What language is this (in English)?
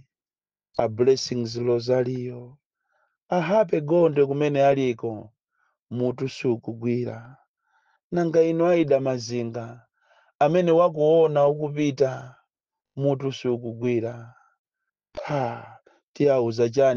Nyanja